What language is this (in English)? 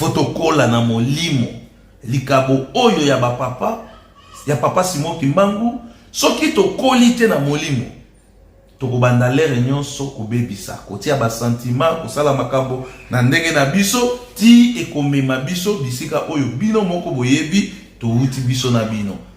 Lingala